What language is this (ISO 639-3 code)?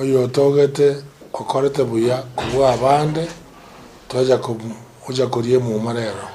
guz